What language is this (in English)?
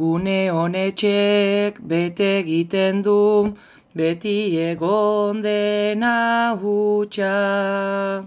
Basque